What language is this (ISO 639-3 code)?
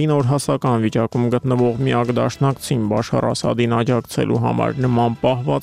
hye